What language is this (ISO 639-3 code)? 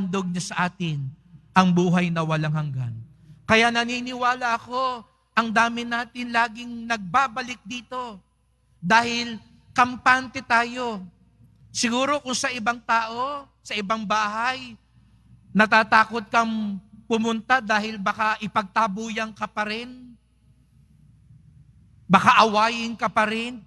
fil